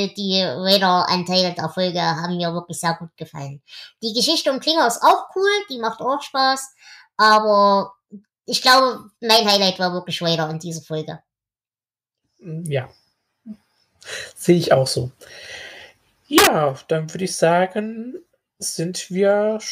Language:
German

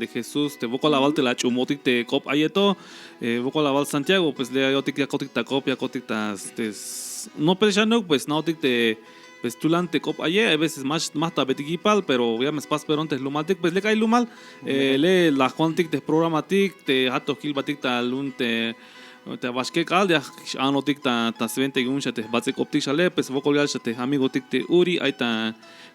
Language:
Tzeltal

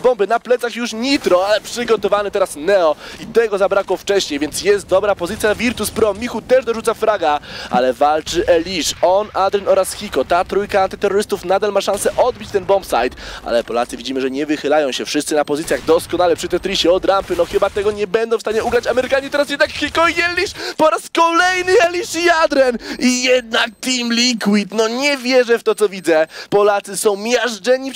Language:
Polish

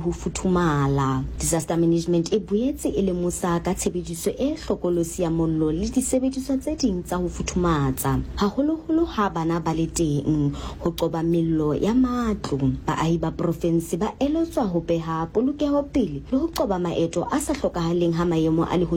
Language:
Southern Sotho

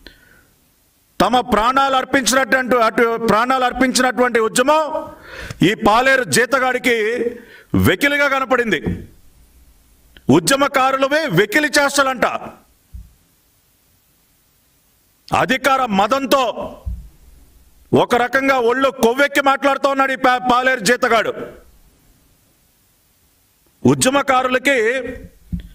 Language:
Telugu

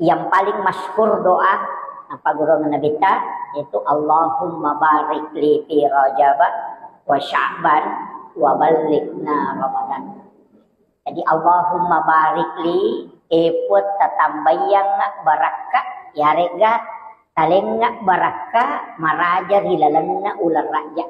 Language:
Buginese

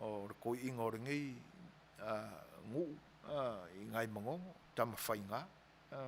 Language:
Samoan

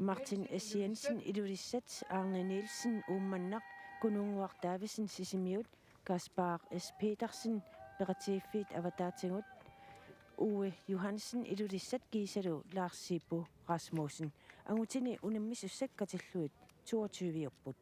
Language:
Kalaallisut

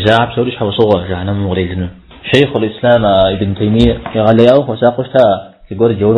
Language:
Kabardian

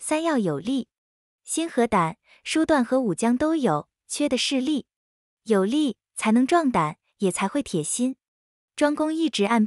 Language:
Chinese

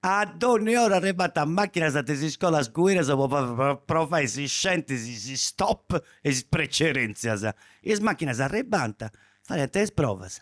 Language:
Sardinian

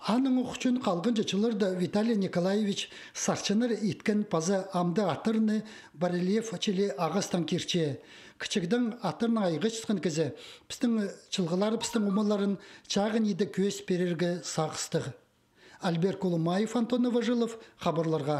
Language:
Khakas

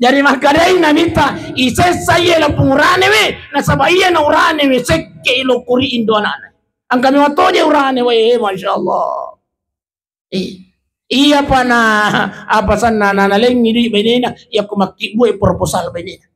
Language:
Buginese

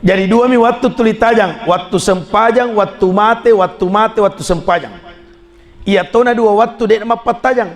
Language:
Buginese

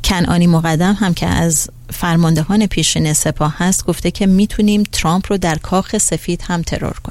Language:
Persian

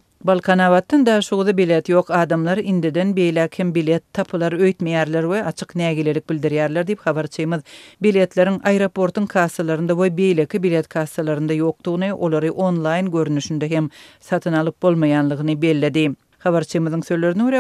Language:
Turkmen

